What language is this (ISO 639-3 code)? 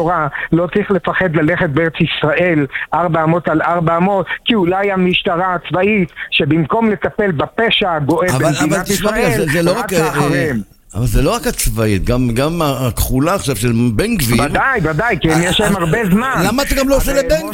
heb